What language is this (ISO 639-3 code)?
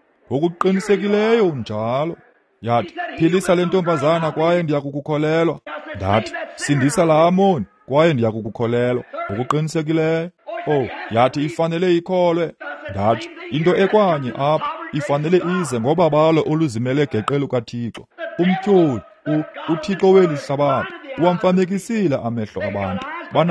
xho